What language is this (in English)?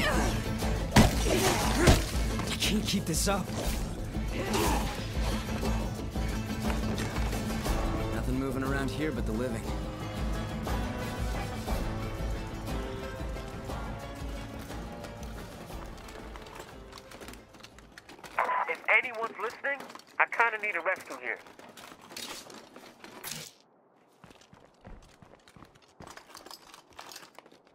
English